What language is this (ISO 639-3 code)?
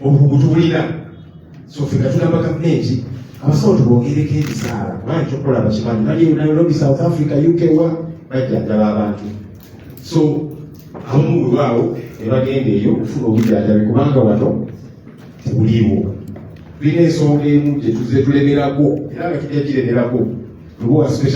lug